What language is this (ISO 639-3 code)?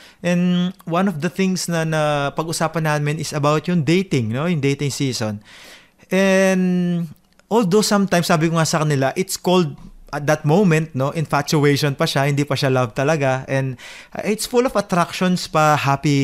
fil